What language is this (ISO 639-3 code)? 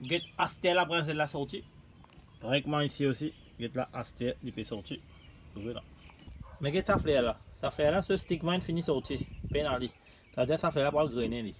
mfe